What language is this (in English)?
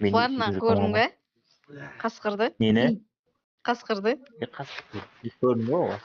Kara-Kalpak